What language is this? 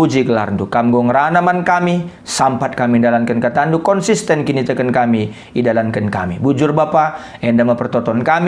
Batak Karo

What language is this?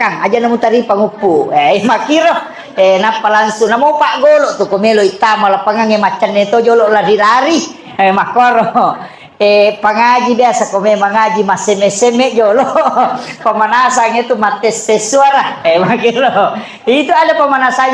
Buginese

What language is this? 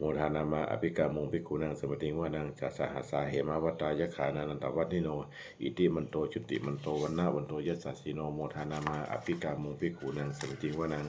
Pali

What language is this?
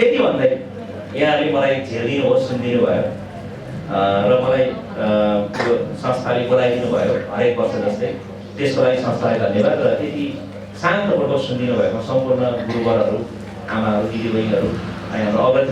Nepali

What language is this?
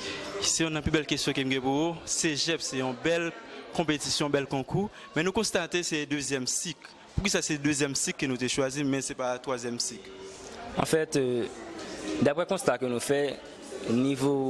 Haitian Creole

